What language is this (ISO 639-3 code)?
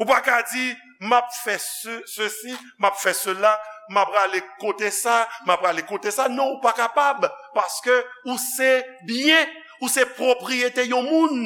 hat